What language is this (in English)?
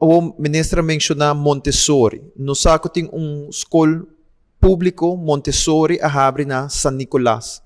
Papiamento